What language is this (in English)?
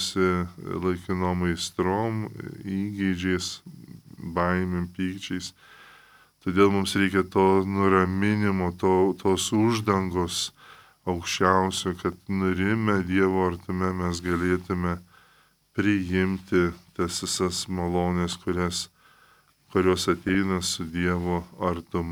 Lithuanian